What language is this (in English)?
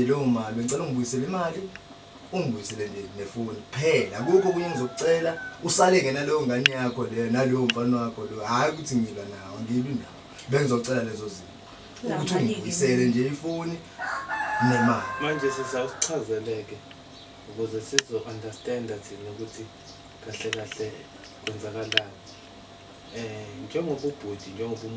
Zulu